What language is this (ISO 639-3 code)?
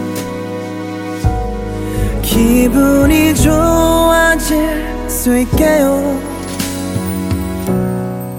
kor